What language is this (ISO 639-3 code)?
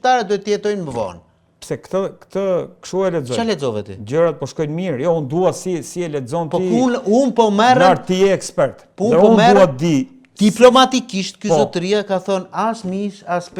sqi